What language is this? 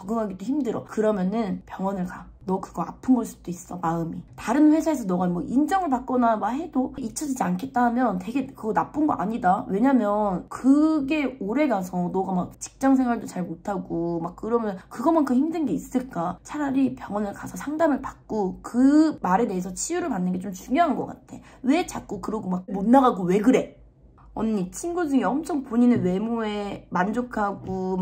Korean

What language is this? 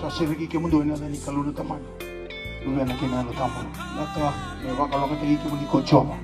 Fijian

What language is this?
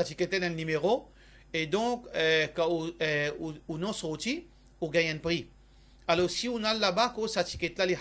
Morisyen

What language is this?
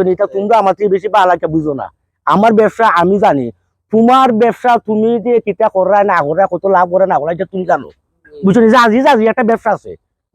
Sylheti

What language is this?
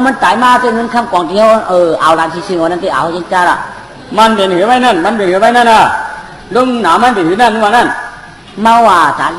Shan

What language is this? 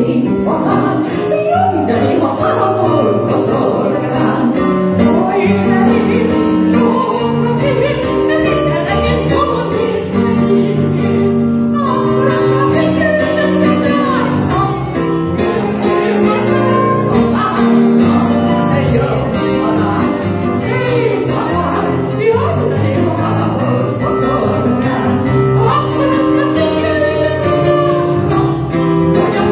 Hungarian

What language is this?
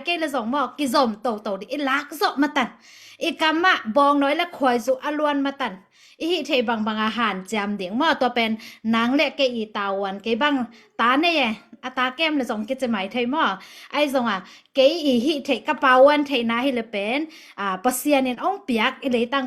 Tedim Chin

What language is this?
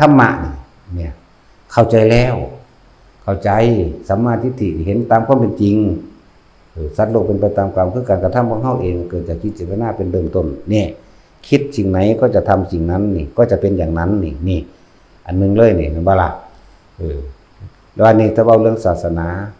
Lao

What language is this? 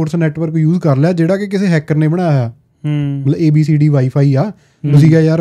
Punjabi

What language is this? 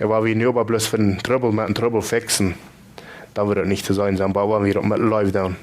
Plautdietsch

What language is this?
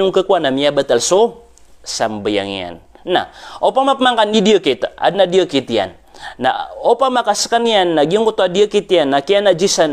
Maranao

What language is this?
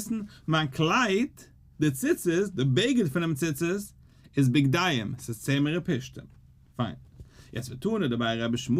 Yiddish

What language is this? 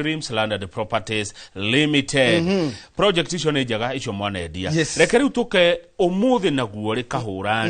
Kikuyu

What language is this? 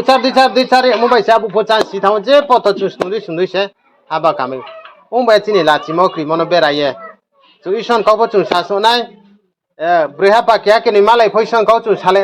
Riang (India)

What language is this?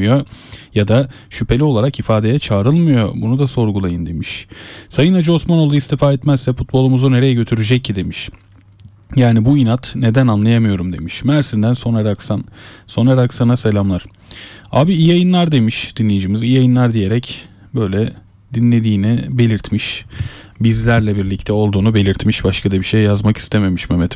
Turkish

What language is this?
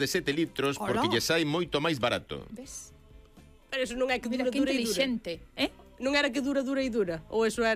Galician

